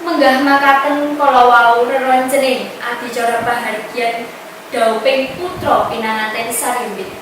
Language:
Javanese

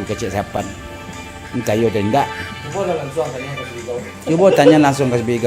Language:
Minangkabau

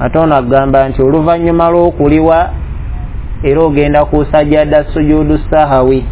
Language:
Ganda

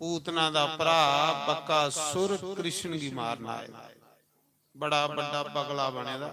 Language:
Dogri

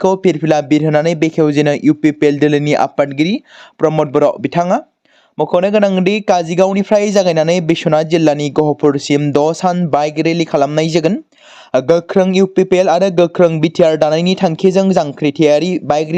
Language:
Bodo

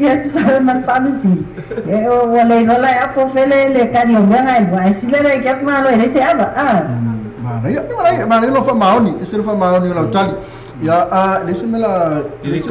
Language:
Samoan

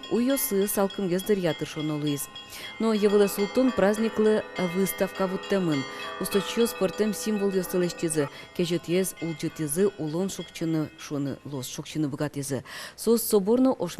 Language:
Udmurt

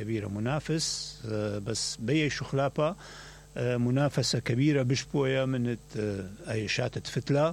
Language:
Mesopotamian Arabic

